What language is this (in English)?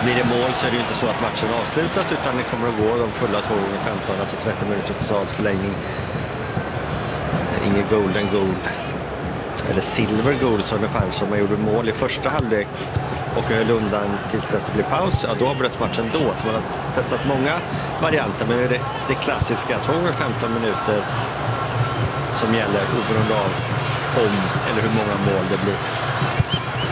Swedish